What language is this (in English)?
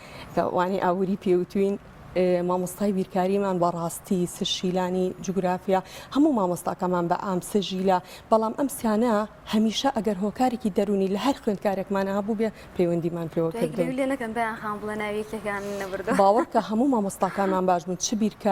Central Kurdish